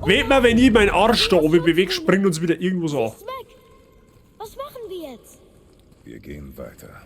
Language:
Bavarian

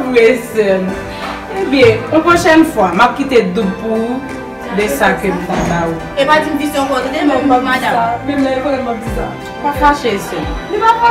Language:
Haitian Creole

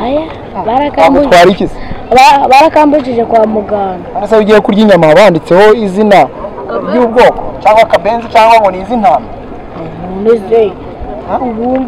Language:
Kinyarwanda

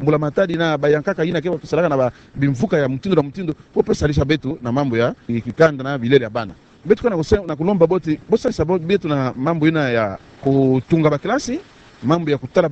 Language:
Kituba (Democratic Republic of Congo)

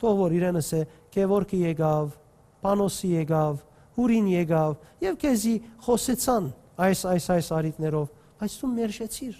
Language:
Western Armenian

